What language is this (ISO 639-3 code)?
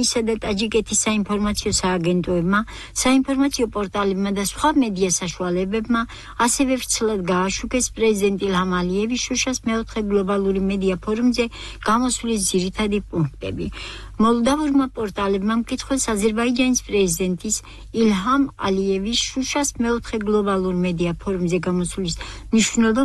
kat